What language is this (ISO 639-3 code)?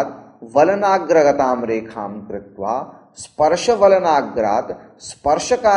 san